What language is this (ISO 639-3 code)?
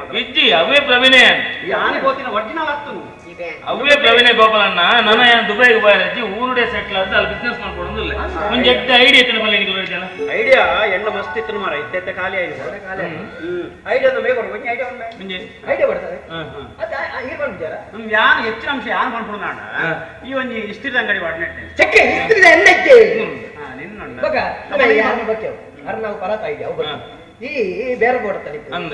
tcy